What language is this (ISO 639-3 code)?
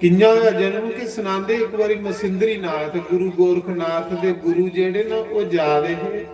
doi